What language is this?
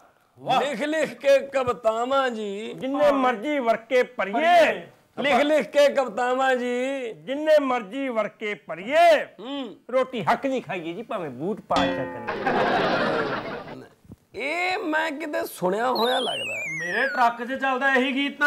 Punjabi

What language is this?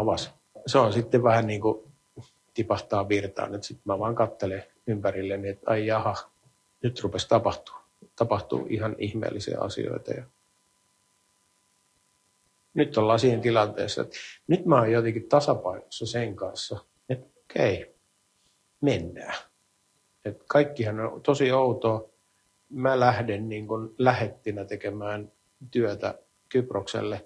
Finnish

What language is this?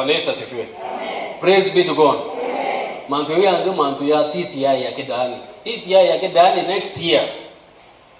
Meru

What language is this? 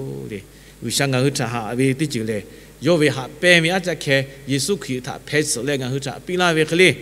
Lahu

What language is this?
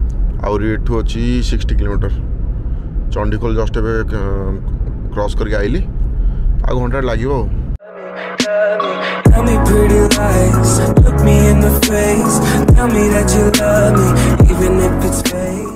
Hindi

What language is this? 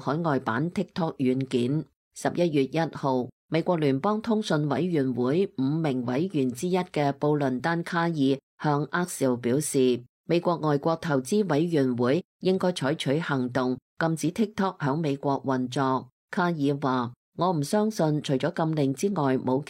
Cantonese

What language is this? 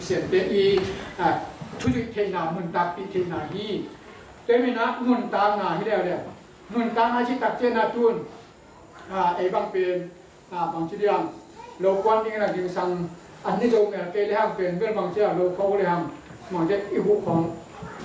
Tedim Chin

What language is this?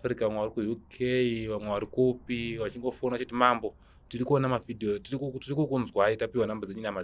Shona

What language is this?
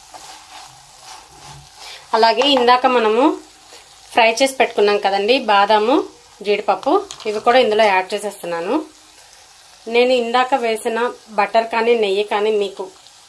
Telugu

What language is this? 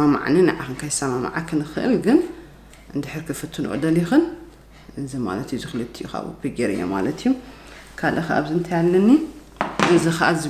Tigrinya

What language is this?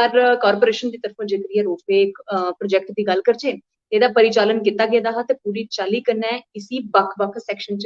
Dogri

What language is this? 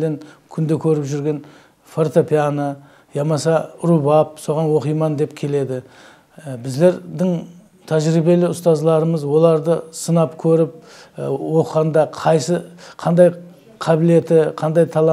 Kara-Kalpak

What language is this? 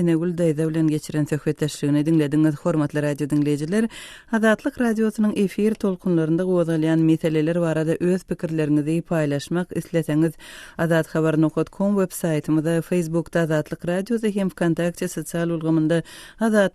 Turkmen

